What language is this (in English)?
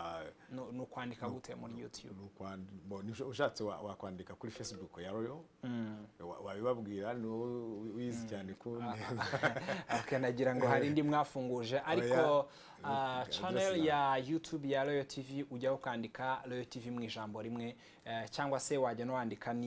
Kinyarwanda